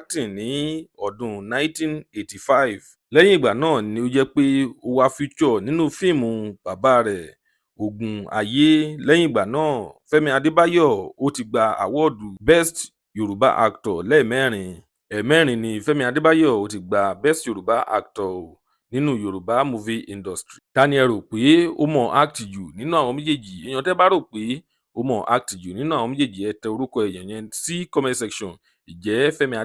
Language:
Yoruba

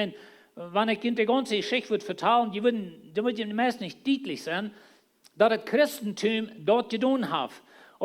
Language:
Plautdietsch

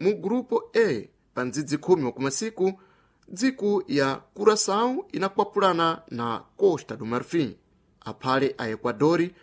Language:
Sena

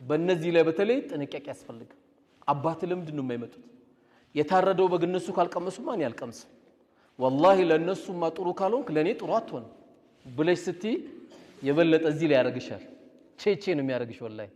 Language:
Amharic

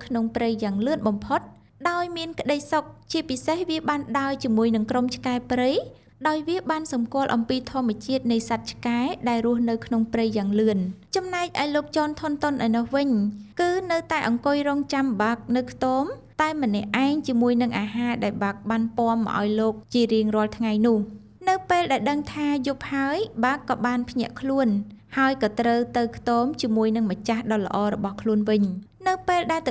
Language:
Khmer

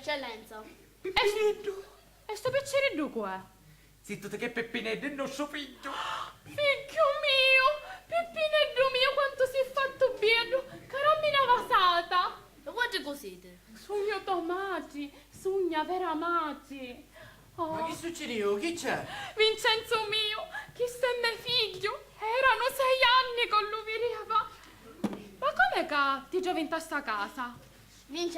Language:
Sicilian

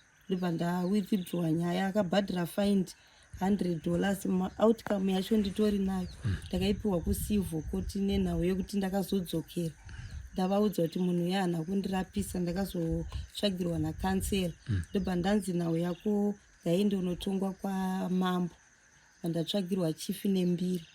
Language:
Shona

